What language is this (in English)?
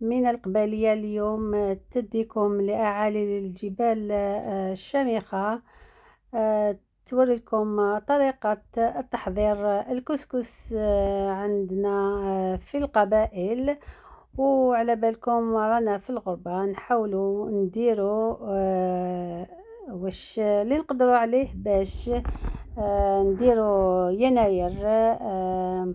Algerian Arabic